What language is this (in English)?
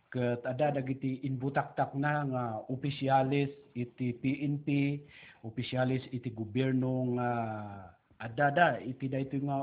Iloko